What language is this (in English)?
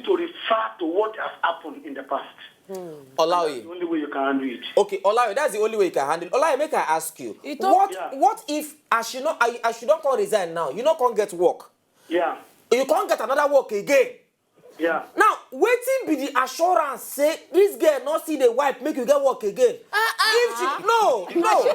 Nigerian Pidgin